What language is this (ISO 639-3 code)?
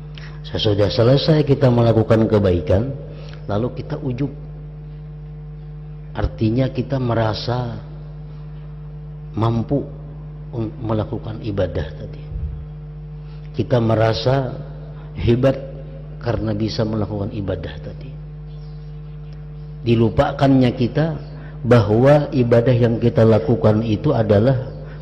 ind